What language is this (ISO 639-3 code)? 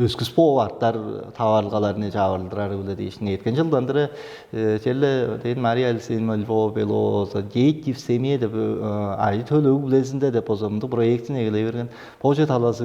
tyv